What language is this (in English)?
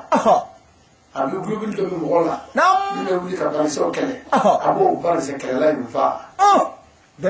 Bambara